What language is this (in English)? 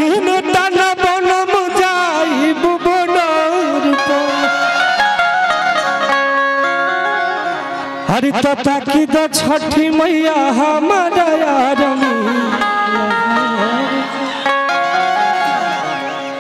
Bhojpuri